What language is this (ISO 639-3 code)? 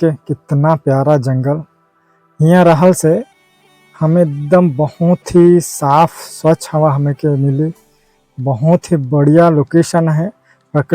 sck